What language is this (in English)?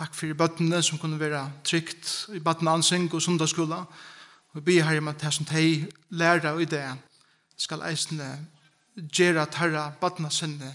Faroese